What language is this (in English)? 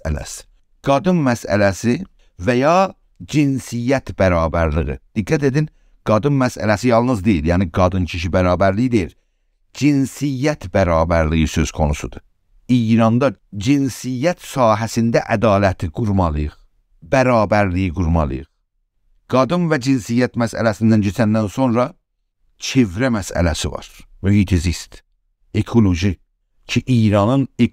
South Azerbaijani